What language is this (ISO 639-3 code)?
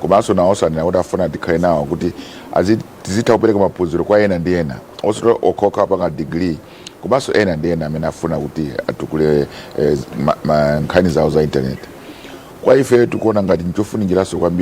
nya